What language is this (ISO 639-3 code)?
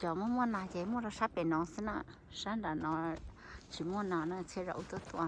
hmn